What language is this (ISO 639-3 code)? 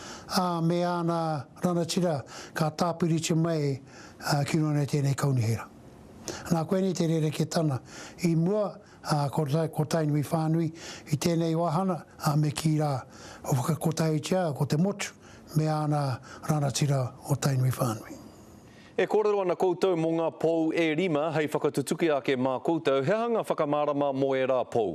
mri